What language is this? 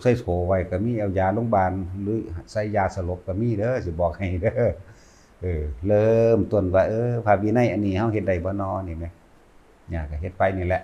Northeastern Thai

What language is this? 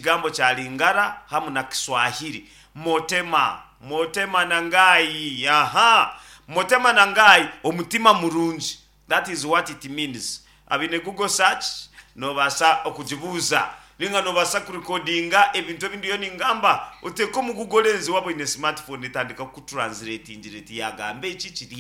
Nyankole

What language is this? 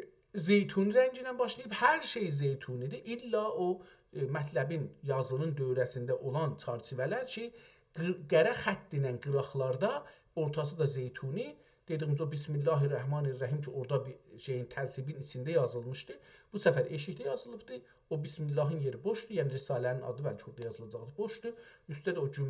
South Azerbaijani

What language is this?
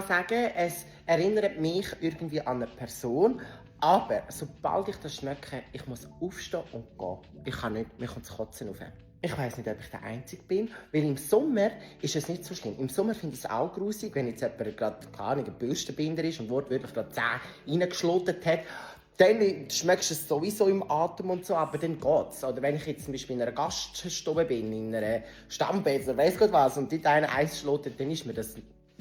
Swiss German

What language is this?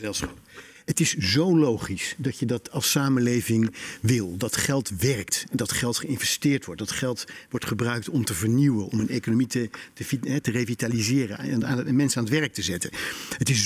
Dutch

